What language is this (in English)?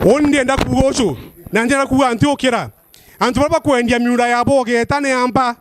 Meru